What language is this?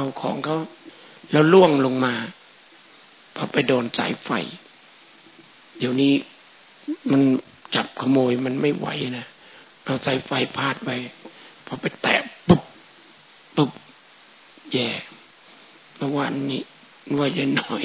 Thai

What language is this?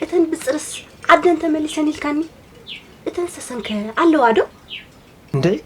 Tigrinya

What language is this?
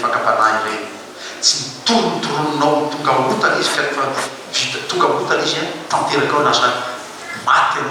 Malagasy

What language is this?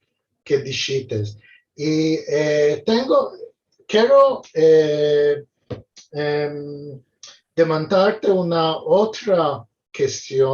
Ladino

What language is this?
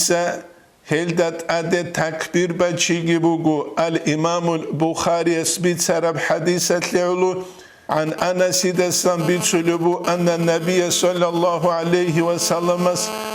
Avaric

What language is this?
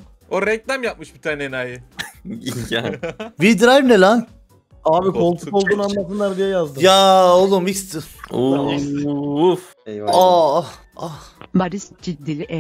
Turkish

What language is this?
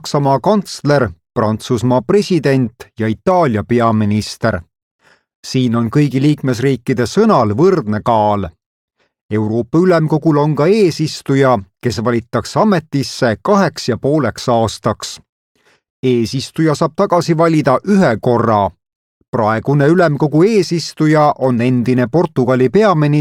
Estonian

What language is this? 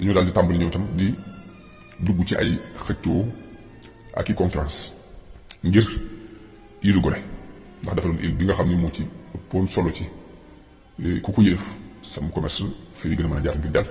Wolof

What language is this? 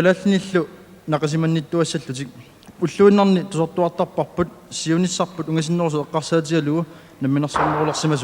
Kalaallisut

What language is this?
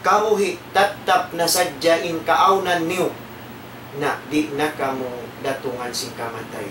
Tausug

